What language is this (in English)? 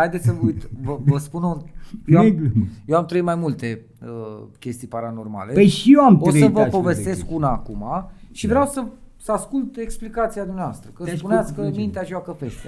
Romanian